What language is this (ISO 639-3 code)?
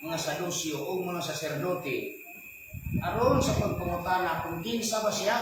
ceb